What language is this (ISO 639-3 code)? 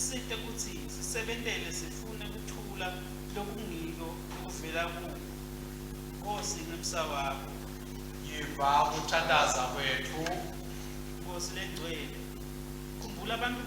ssw